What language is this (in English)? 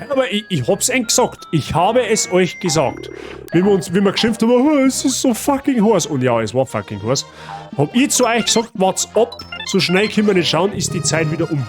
Bavarian